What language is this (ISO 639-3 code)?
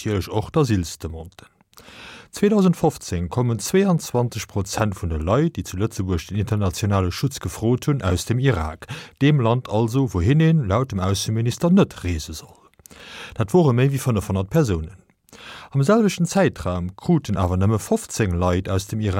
ltz